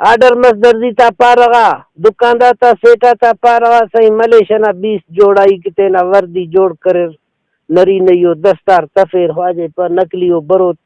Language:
Brahui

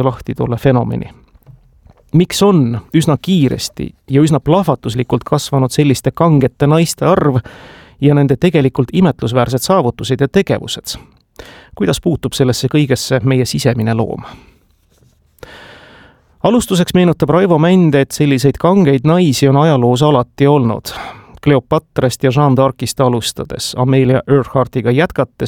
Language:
Estonian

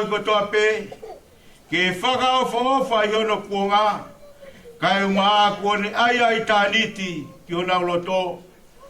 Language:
Tongan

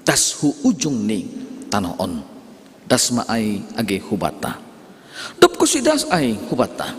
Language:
Batak Simalungun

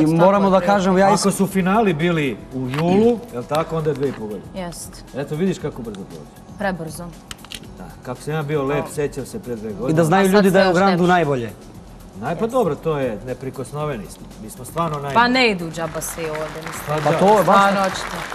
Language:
Serbian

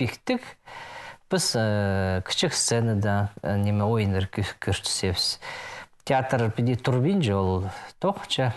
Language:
Khakas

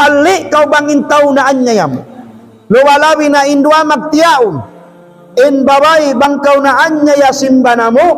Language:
Tausug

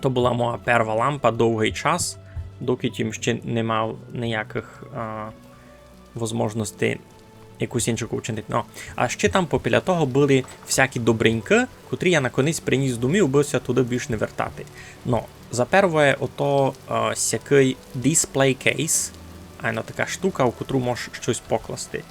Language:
Rusyn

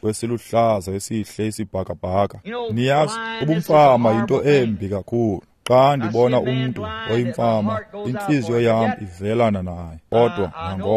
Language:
Xhosa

